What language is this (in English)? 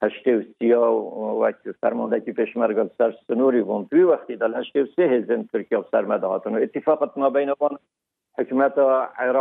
Kurdish